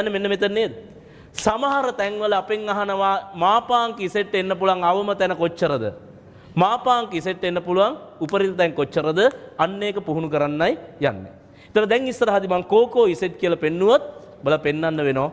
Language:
Sinhala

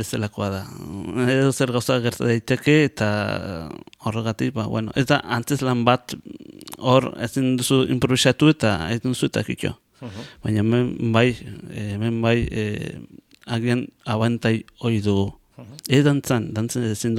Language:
Basque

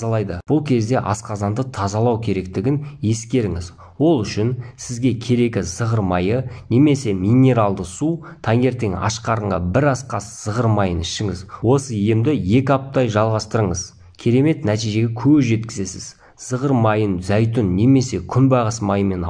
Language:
Kazakh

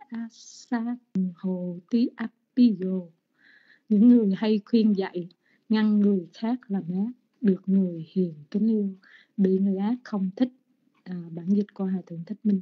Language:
Vietnamese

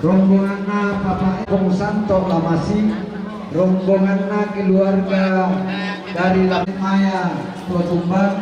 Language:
Toraja-Sa'dan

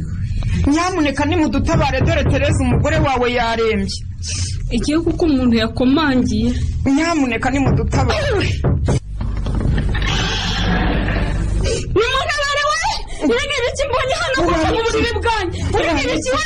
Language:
Kinyarwanda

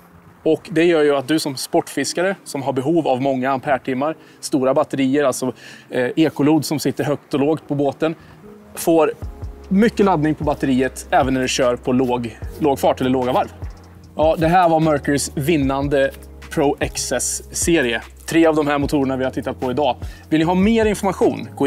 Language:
Swedish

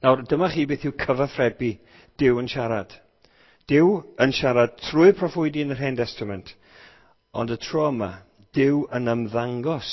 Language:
Welsh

